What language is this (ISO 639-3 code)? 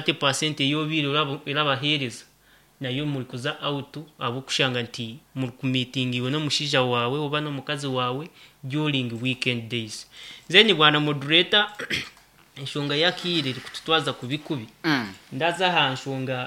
nyn